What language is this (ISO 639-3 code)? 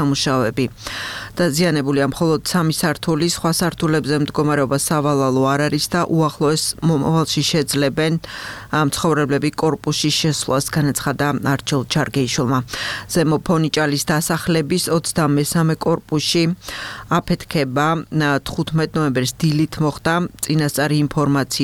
kat